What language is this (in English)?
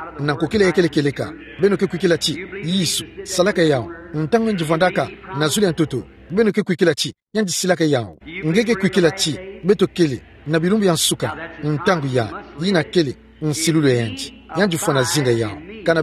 Kituba (Democratic Republic of Congo)